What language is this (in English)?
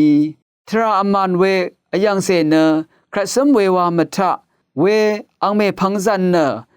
Rawang